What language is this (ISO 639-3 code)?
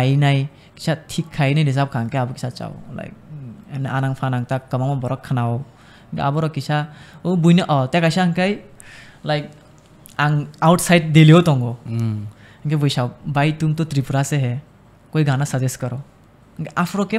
trp